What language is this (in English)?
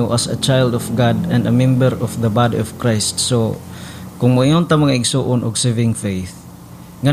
Cebuano